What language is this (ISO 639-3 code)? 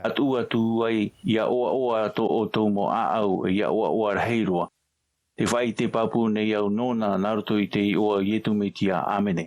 tah